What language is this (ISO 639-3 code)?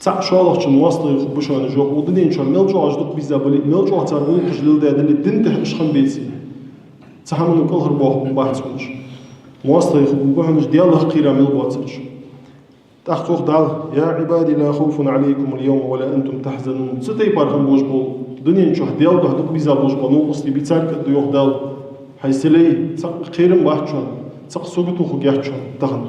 inh